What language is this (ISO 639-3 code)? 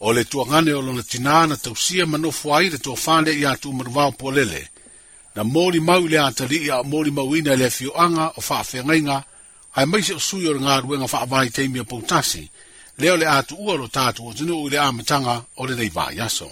smo